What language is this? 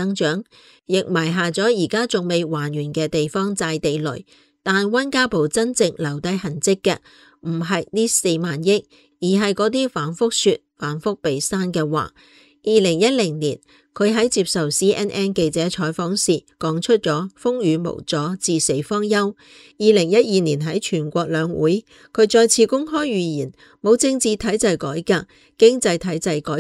Cantonese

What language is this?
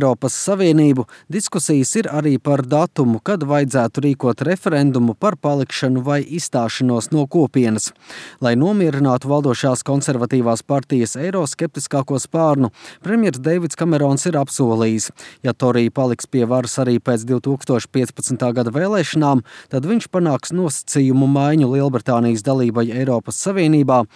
Latvian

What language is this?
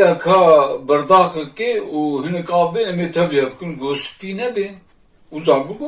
Kurdish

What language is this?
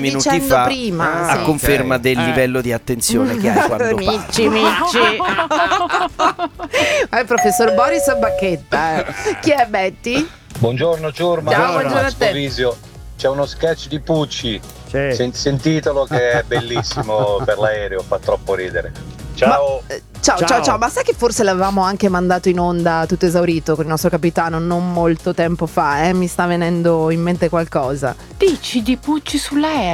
Italian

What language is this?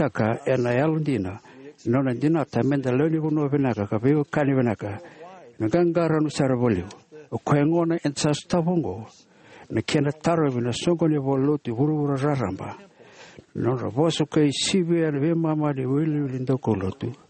Fijian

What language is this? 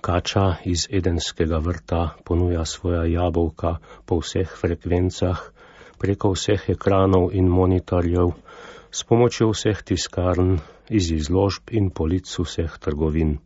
Slovenian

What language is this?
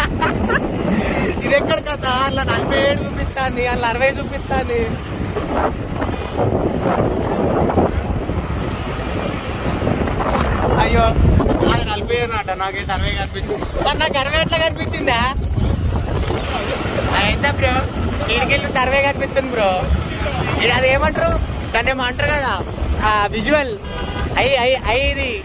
Telugu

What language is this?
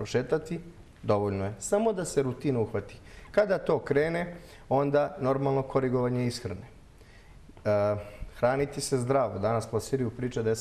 Bosnian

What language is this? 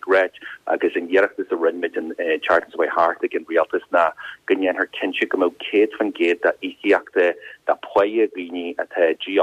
Irish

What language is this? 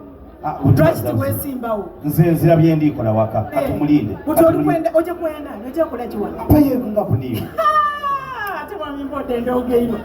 Ganda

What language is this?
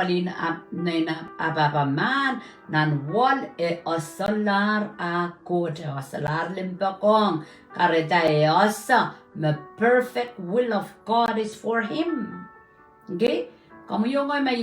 Pohnpeian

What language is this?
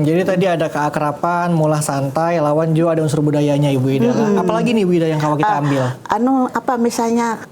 Banjar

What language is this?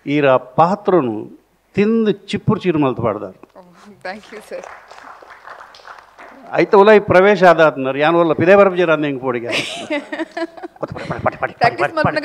Tulu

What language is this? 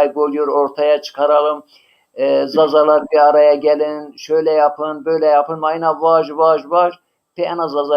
Zaza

